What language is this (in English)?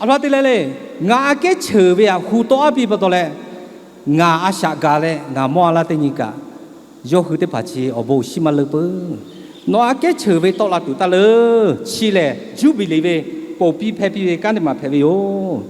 Lahu